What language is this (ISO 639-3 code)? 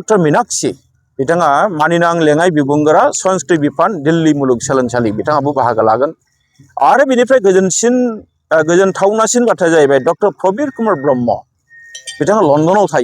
brx